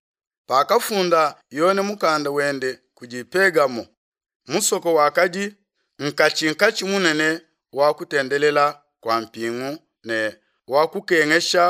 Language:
Luba-Lulua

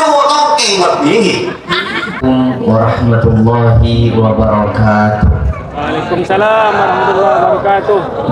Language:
Madurese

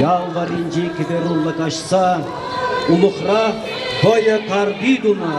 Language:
Chuvash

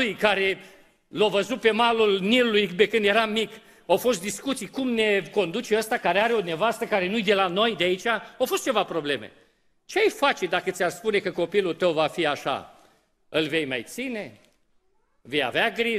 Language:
Romanian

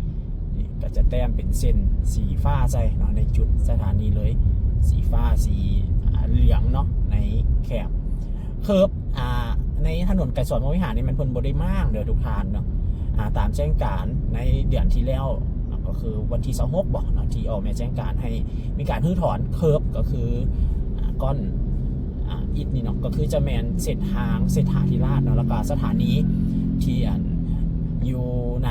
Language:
Lao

